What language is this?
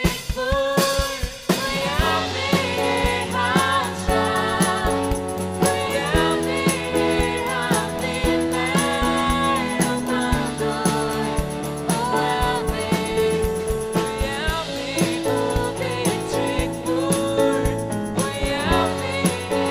Faroese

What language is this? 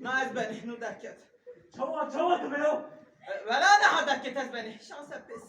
Kurdish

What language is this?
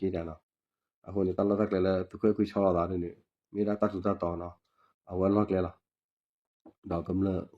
S'gaw Karen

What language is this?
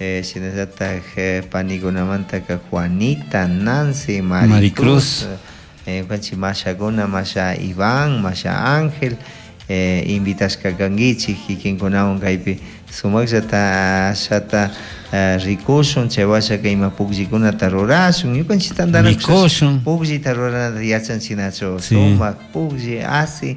Chimborazo Highland Quichua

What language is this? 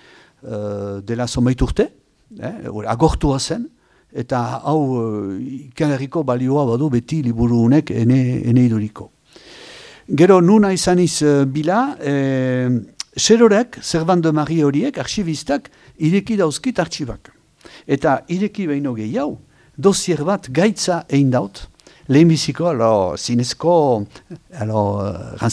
Basque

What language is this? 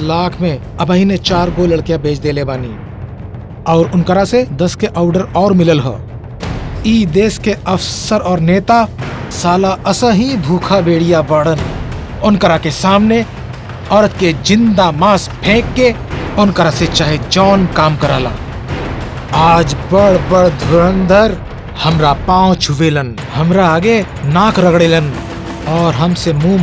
Bhojpuri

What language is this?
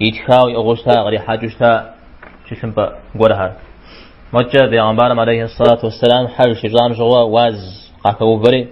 Kabardian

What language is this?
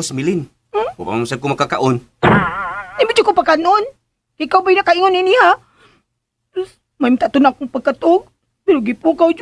Cebuano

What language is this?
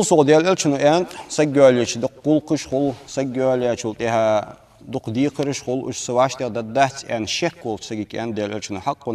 Ingush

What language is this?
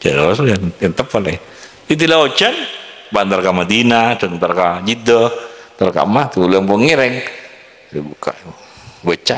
Madurese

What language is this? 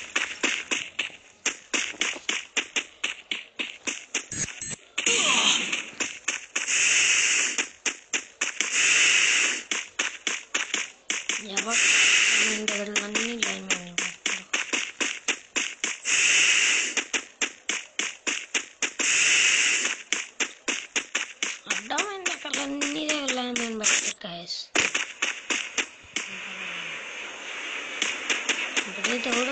Telugu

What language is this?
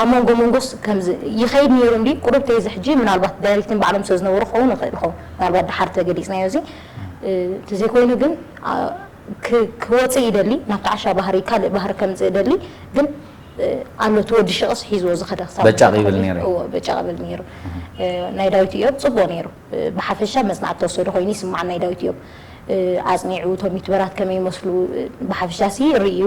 Tigrinya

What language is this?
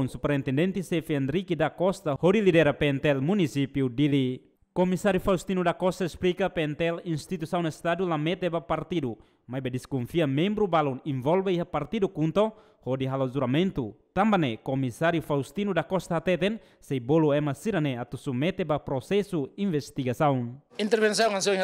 Tetum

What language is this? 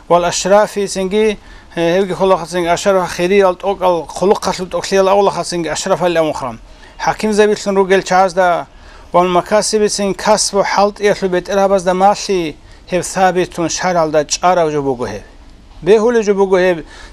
Avaric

